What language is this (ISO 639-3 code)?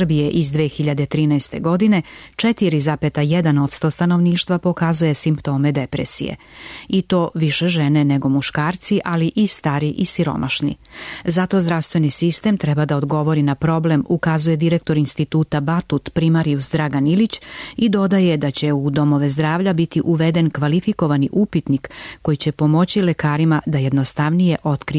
srp